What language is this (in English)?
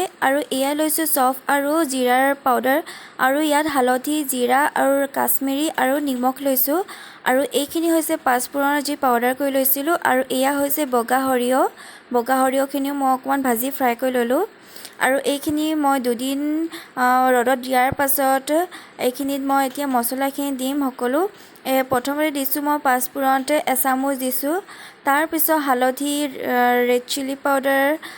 Assamese